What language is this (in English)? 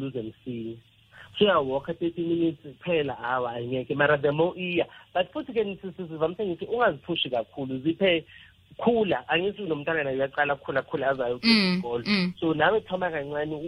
South Ndebele